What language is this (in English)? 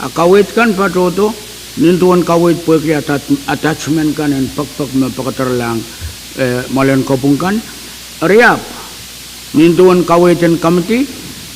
Pohnpeian